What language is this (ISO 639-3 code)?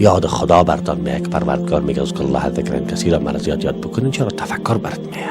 fas